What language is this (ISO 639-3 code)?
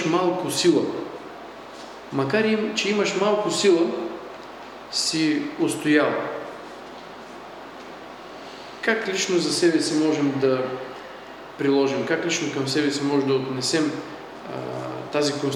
bul